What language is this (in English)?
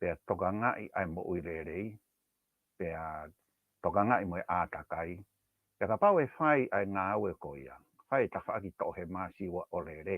Tongan